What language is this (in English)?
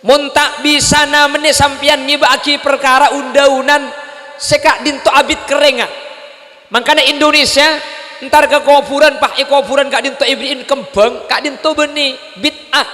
Madurese